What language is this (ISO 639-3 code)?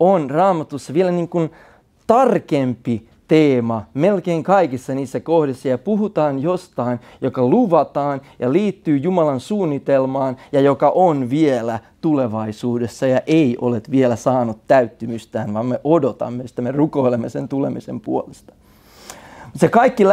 fin